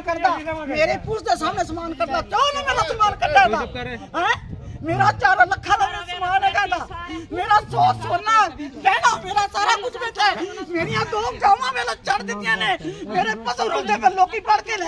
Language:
Punjabi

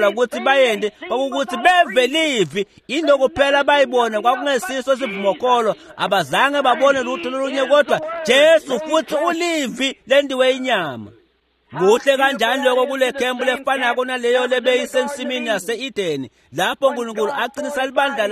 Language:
Swati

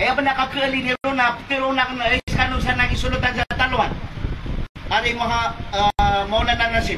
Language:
Maranao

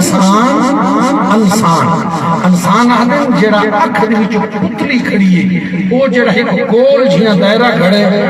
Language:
Saraiki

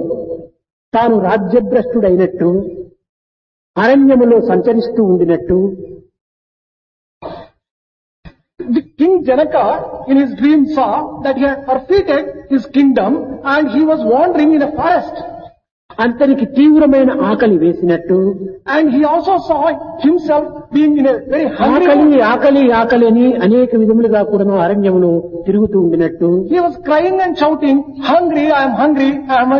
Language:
Telugu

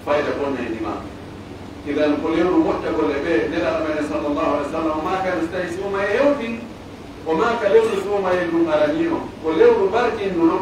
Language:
Pular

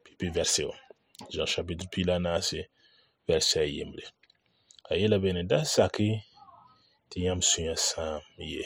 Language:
Mossi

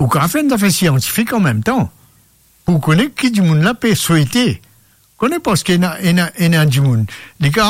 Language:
Morisyen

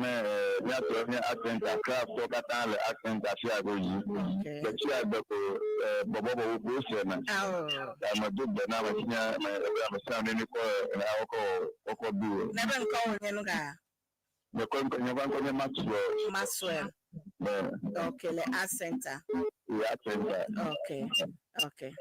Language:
Ewe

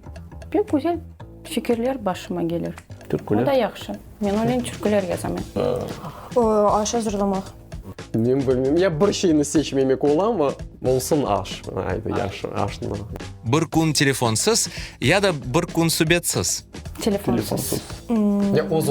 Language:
Crimean Tatar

